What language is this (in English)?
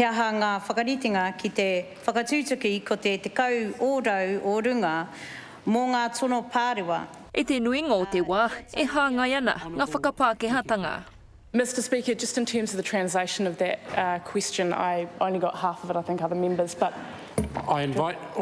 Māori